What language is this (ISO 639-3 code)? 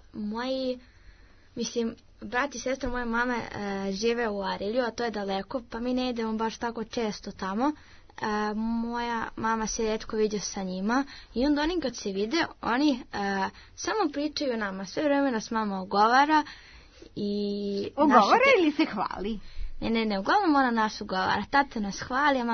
srp